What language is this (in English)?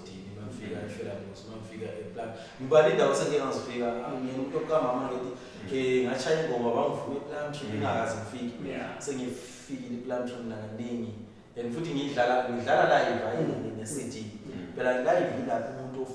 Zulu